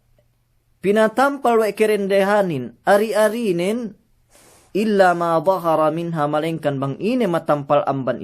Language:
Yakan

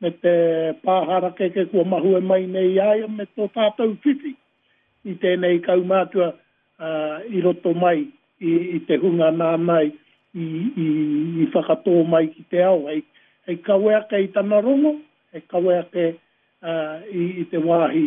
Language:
Māori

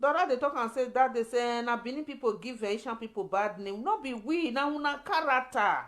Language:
Nigerian Pidgin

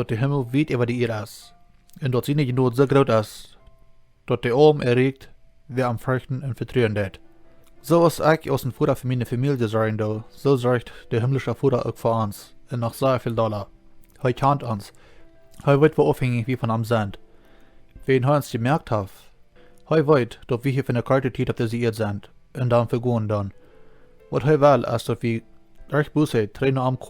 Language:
Plautdietsch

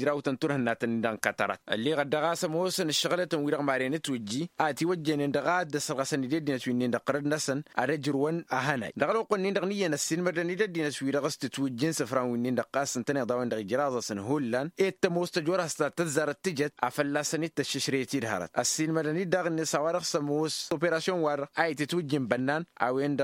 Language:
Tamasheq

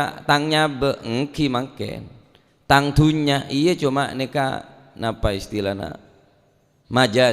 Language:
Madurese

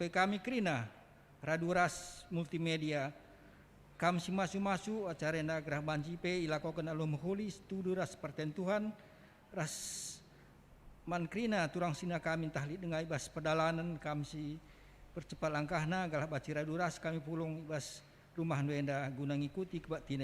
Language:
Batak Karo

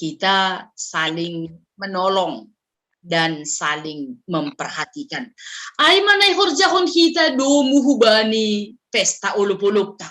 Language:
Batak Simalungun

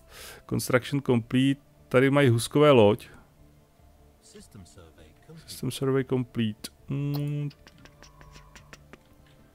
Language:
Czech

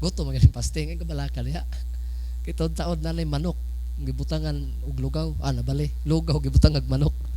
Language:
Cebuano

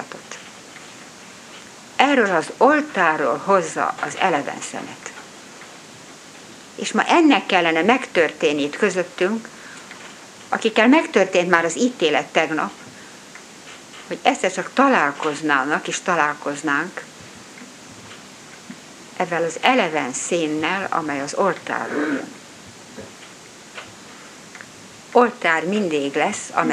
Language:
Hungarian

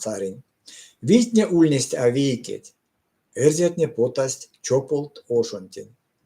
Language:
Erzya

